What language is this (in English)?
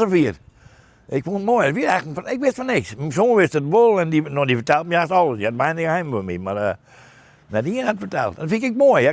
Western Frisian